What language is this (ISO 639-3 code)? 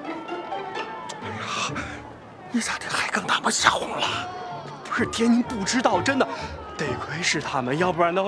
zho